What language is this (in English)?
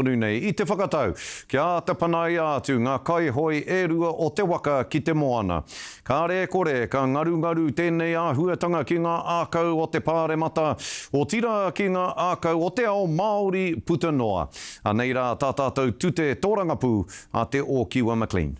Māori